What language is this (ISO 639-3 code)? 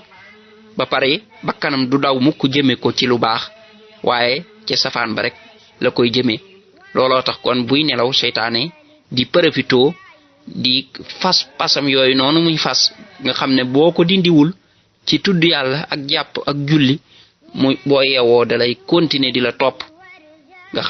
wol